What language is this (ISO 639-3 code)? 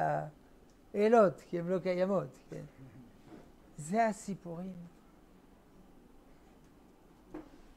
heb